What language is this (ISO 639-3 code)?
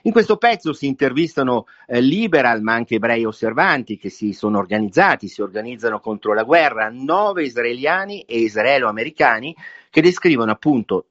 ita